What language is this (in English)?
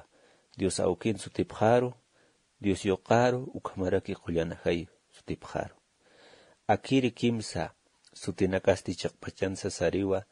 Aymara